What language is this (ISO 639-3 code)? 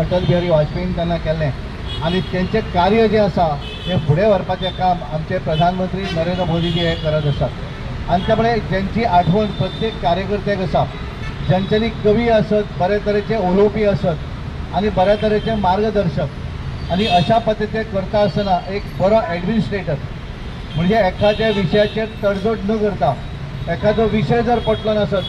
kok